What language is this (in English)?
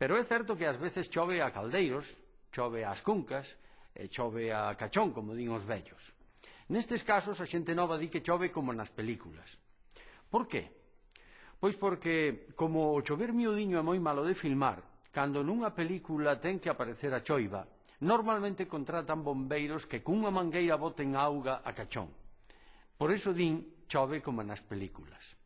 Galician